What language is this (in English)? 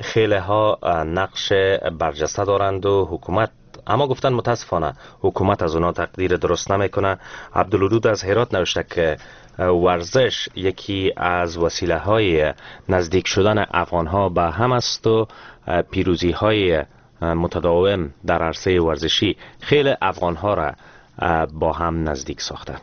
Persian